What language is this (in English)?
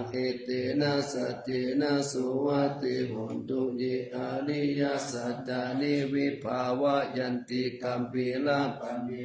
Pali